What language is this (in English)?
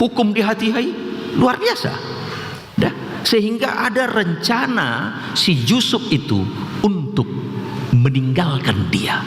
Batak Toba